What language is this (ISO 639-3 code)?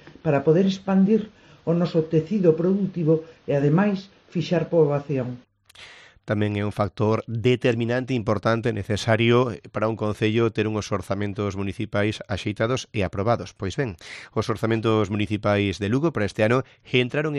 glg